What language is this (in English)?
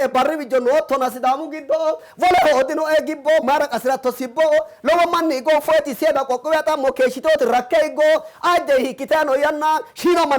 Sidamo